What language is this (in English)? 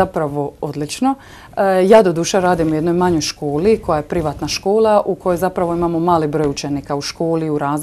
Croatian